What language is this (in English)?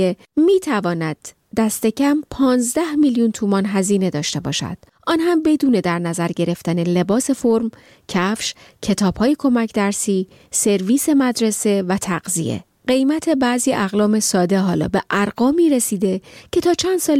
Persian